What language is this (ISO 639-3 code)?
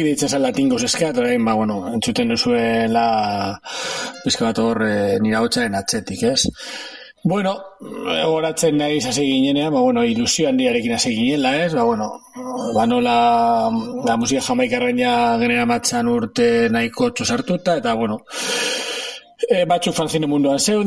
eus